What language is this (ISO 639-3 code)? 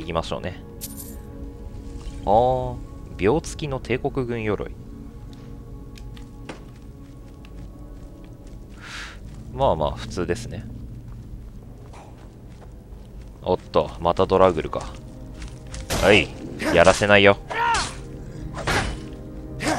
jpn